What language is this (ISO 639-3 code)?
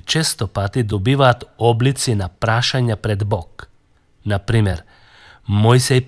mkd